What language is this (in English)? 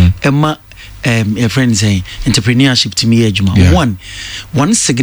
Akan